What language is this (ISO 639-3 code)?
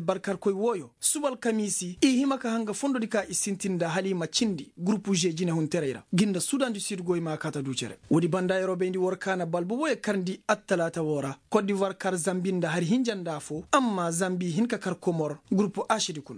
ses